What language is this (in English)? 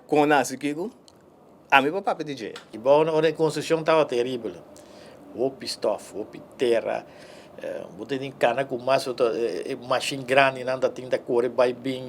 Papiamento